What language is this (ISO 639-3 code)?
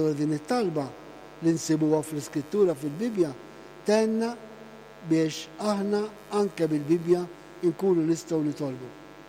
mlt